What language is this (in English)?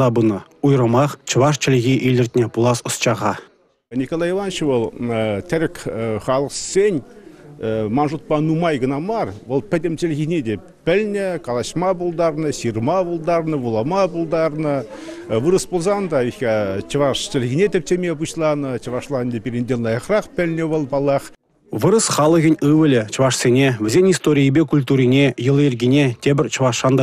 Chuvash